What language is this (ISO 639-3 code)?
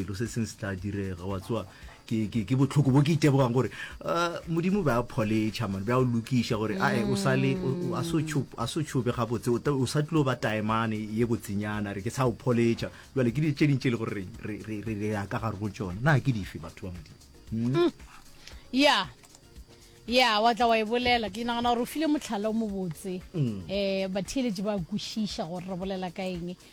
nso